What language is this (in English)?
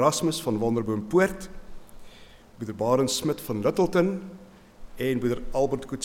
Afrikaans